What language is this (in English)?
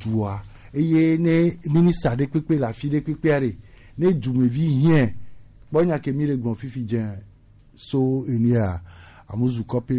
Gen